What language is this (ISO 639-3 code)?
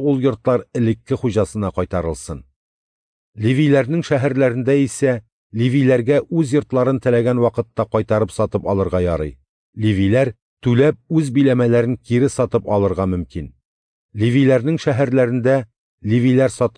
tat